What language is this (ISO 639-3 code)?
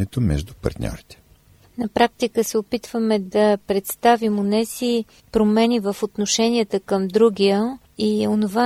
bul